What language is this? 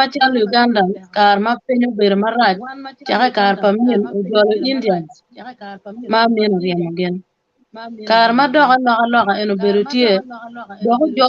Acoli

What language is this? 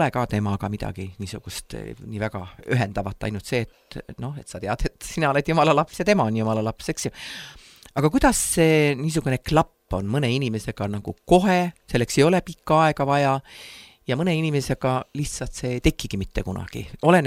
Estonian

